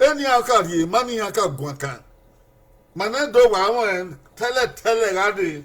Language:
Bini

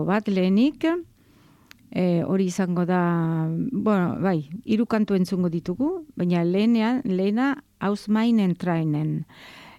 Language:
Basque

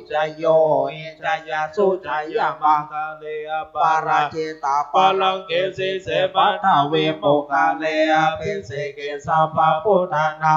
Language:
Pali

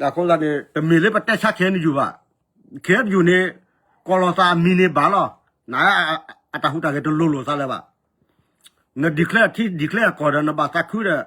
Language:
S'gaw Karen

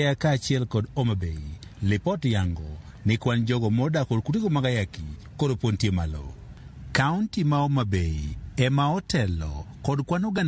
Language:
Luo (Kenya and Tanzania)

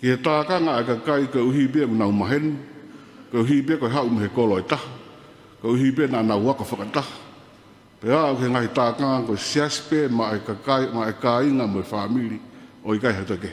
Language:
Tongan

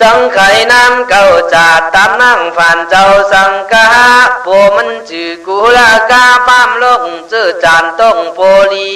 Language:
Khün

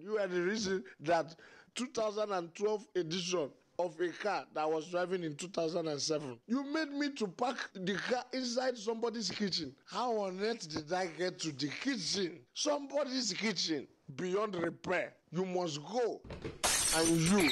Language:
Nigerian Pidgin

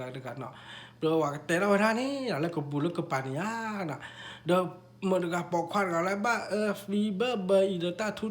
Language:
S'gaw Karen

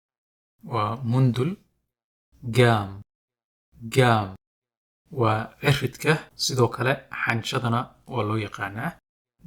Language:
Somali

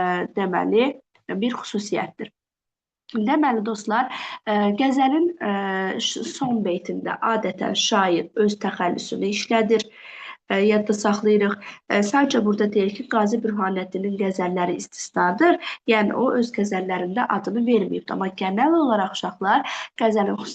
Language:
Azerbaijani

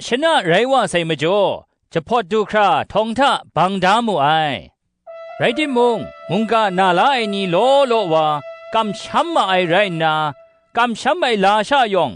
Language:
Kachin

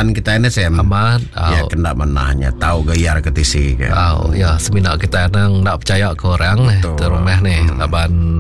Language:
Iban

